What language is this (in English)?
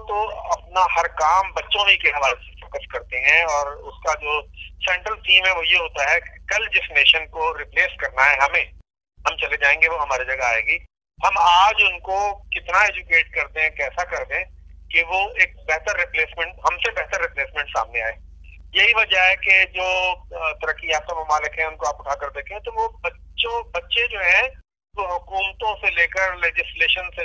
Urdu